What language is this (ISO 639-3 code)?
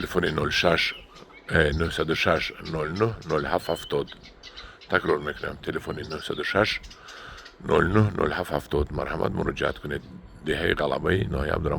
tgk